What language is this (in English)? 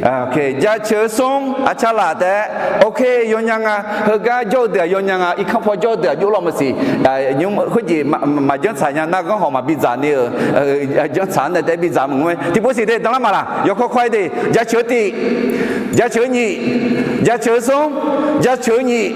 Akha